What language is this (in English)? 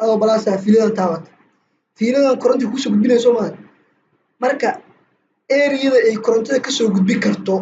Somali